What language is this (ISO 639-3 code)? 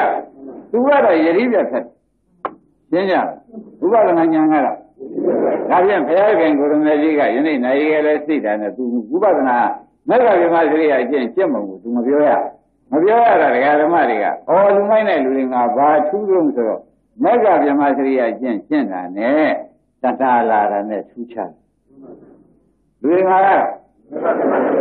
mya